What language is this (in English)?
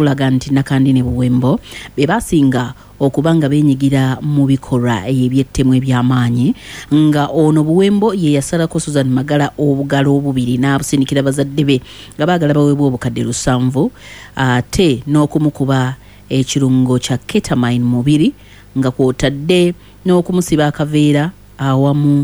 Ganda